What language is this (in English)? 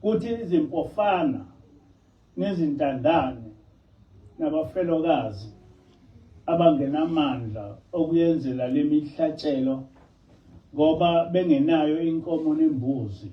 Zulu